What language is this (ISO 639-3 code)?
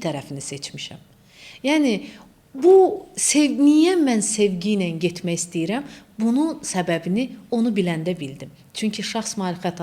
aze